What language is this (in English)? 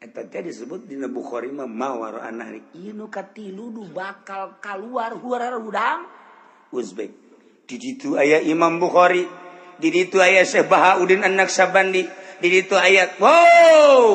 Sundanese